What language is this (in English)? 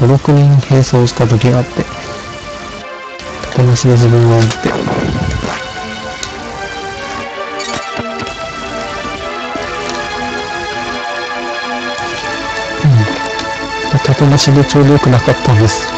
Japanese